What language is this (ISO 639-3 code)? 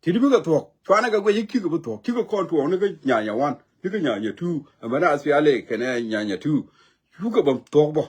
nus